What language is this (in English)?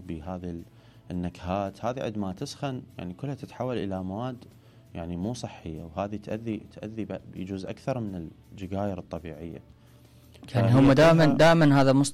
Mesopotamian Arabic